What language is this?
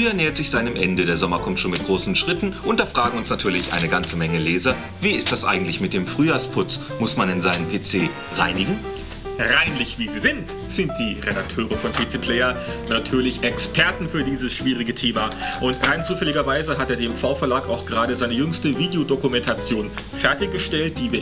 German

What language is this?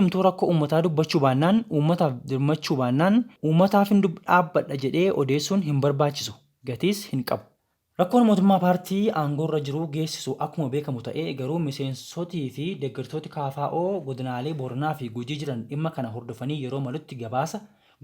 Oromo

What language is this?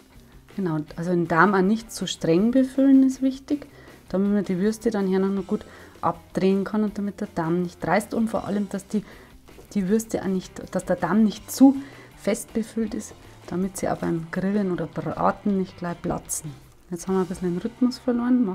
German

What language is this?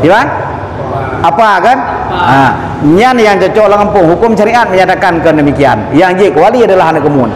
Achinese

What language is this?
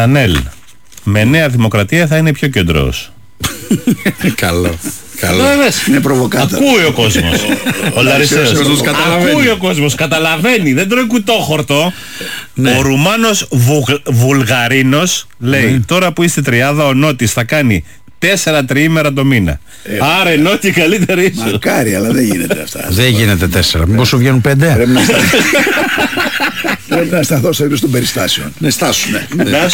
Greek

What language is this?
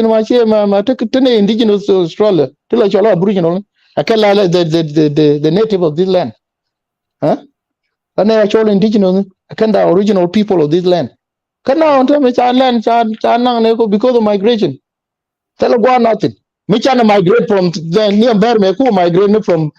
Nuer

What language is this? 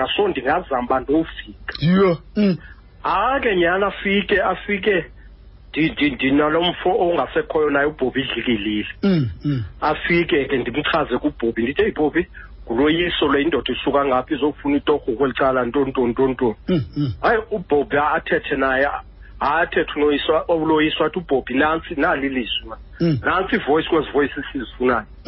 Xhosa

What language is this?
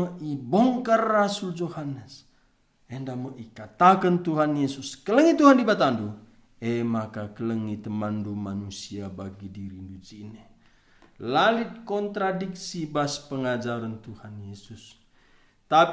Batak Karo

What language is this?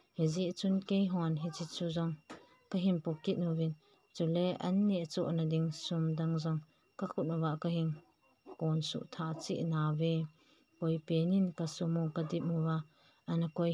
Thado Chin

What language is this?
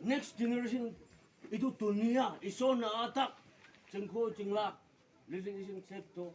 Naga Pidgin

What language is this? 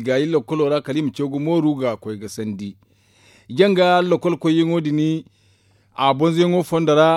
Zarma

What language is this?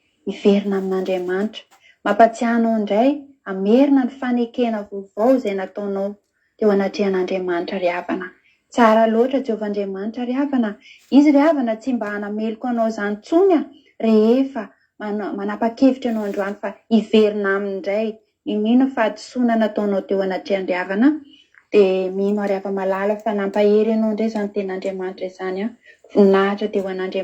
Malagasy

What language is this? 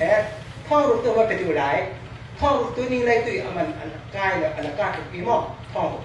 Falam Chin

